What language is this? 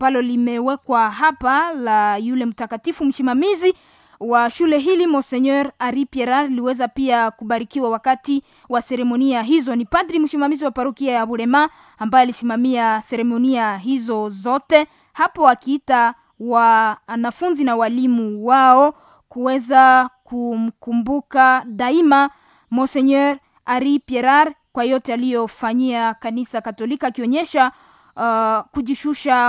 Swahili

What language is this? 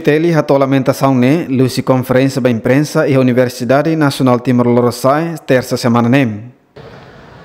Tetum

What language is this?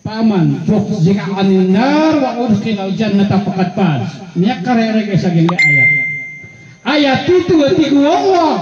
Maranao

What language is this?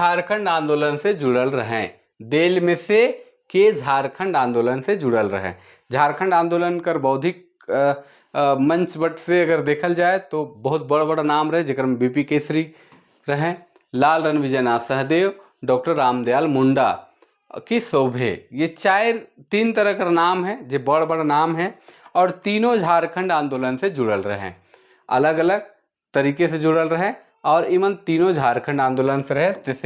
Sadri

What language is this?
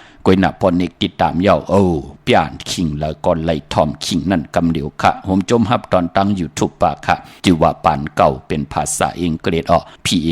Shan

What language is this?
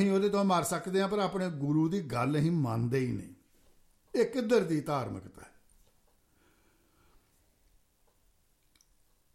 Punjabi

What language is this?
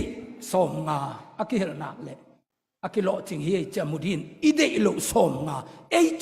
Tedim Chin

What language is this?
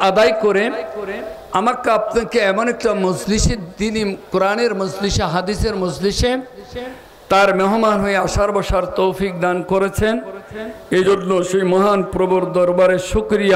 Bangla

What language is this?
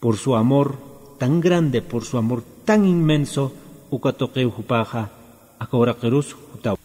Aymara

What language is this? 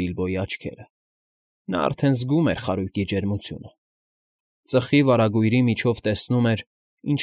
Armenian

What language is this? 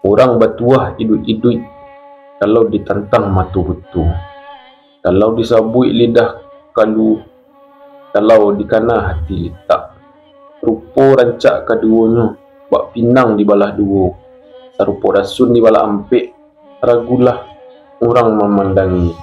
Minangkabau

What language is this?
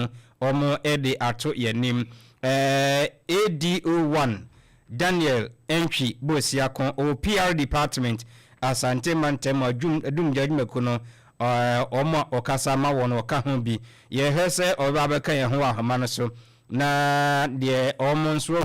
Akan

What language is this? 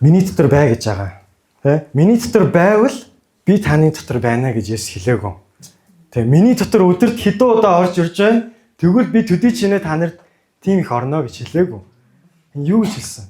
Mongolian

